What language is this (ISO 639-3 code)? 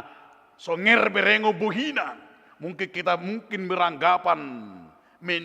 bbc